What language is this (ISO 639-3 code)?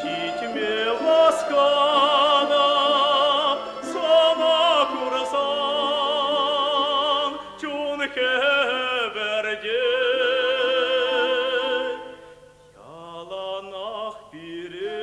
chv